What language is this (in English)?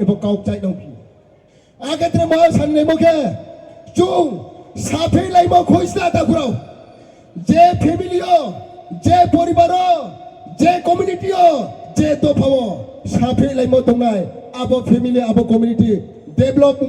Riang (India)